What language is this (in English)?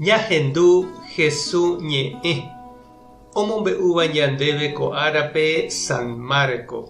Guarani